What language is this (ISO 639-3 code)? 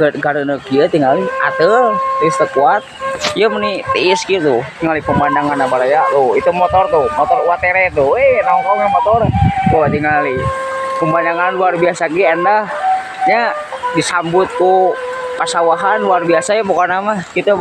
sun